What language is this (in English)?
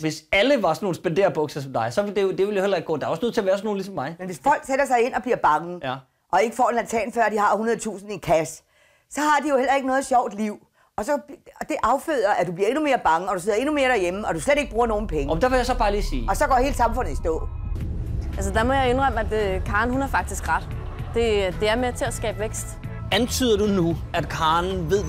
Danish